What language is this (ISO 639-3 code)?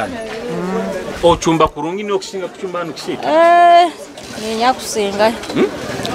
nyo